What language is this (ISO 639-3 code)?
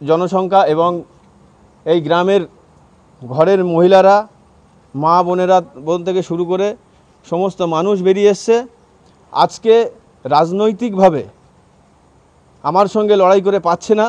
ben